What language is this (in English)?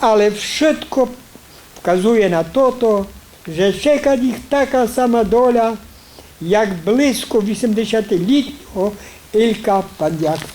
Rusyn